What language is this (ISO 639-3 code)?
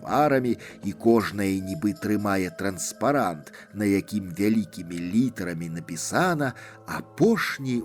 bel